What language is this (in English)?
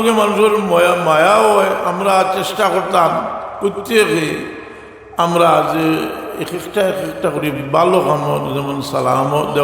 Sylheti